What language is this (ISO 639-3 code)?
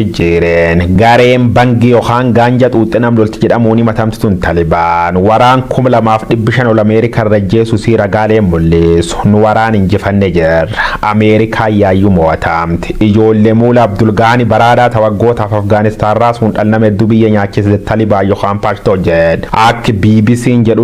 orm